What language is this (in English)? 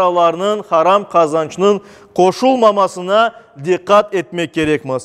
Crimean Tatar